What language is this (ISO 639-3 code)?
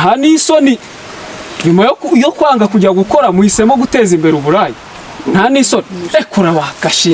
kin